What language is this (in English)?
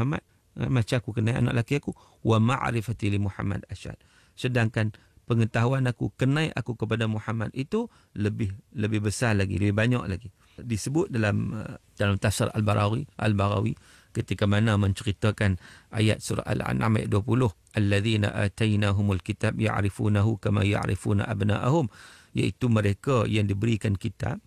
Malay